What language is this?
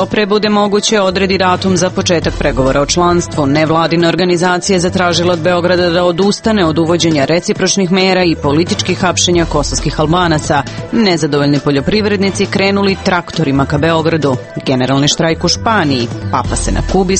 Serbian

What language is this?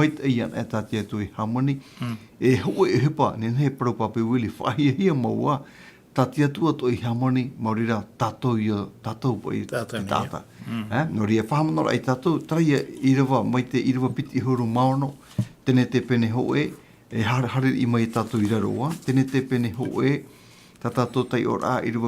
Tahitian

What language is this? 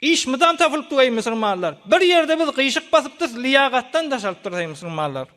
Turkmen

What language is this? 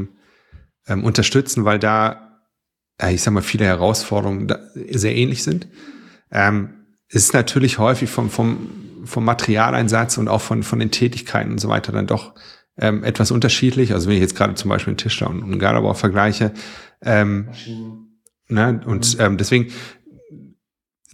German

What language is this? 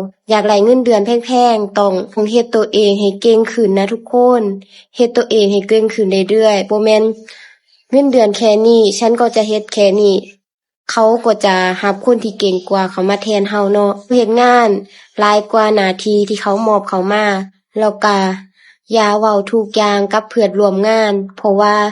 Lao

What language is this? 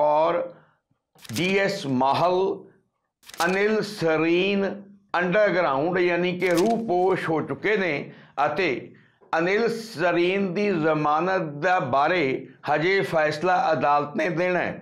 Punjabi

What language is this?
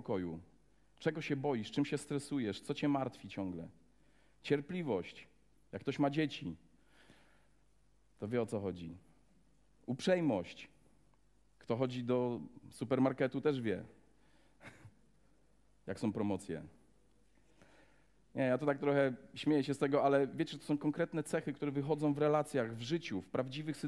Polish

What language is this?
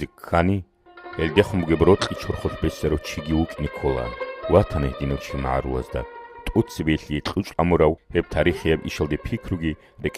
Avaric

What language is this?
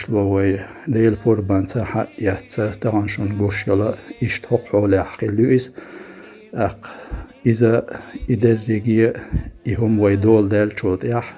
Chechen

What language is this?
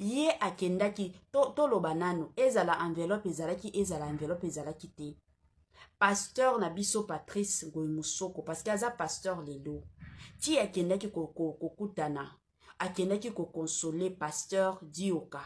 Lingala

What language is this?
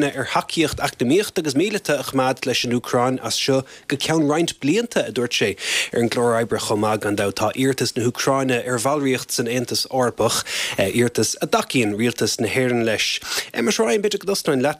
Irish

